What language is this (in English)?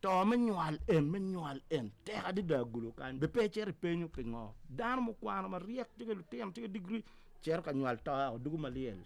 Acoli